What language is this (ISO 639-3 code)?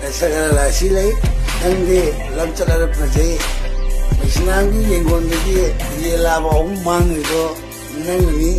mni